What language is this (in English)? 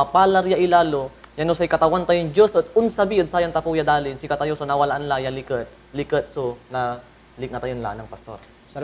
Pangasinan